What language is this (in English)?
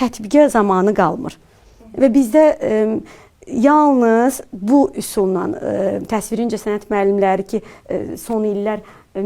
Azerbaijani